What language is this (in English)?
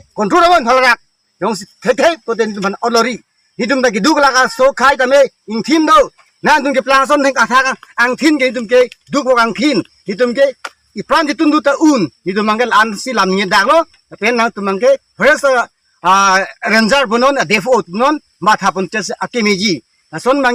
Karbi